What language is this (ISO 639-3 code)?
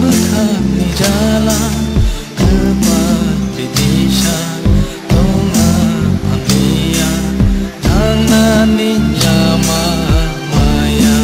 trp